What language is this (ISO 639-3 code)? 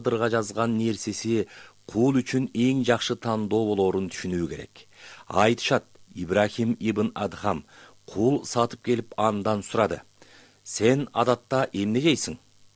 kir